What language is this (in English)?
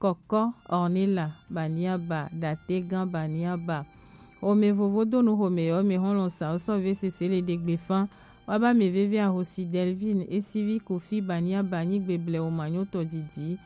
Gen